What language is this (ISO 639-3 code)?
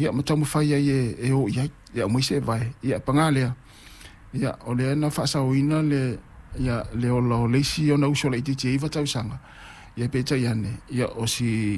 smo